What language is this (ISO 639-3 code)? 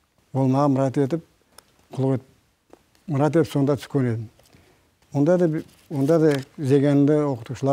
kir